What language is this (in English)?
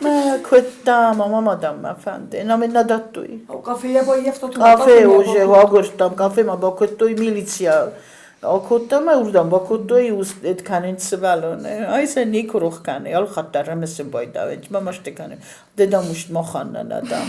Ossetic